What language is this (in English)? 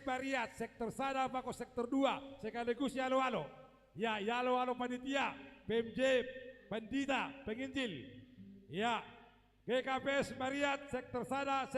Batak Simalungun